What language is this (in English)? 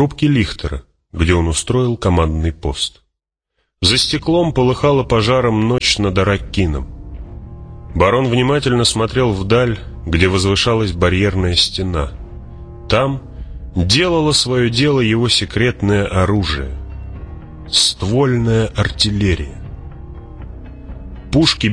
Russian